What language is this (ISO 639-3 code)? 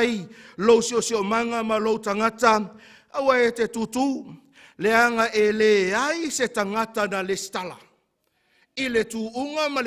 smo